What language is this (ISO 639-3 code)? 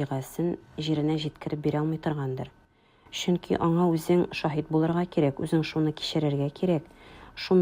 tat